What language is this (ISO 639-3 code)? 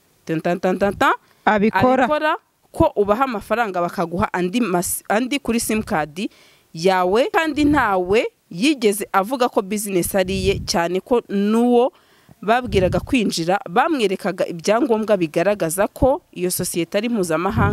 kin